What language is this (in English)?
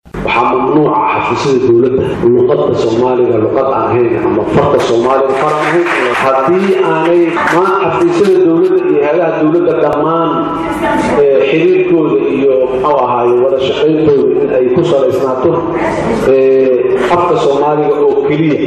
Somali